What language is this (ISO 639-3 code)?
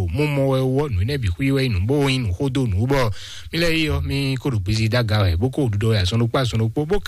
fon